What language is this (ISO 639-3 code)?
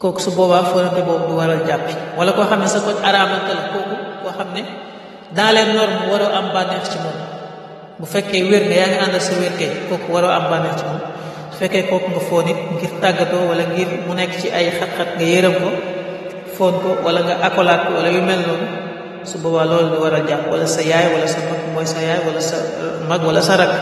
wol